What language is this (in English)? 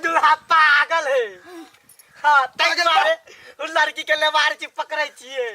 Maithili